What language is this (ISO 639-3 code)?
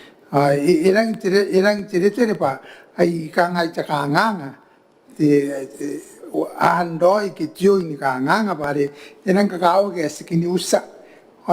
gil